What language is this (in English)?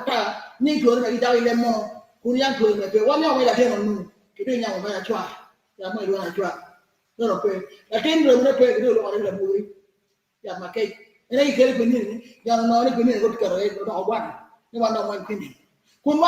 Acoli